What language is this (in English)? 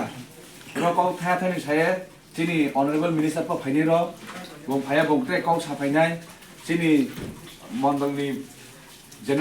Kok Borok